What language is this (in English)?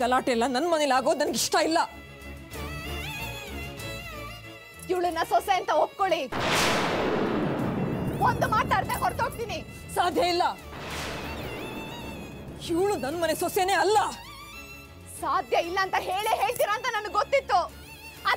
Kannada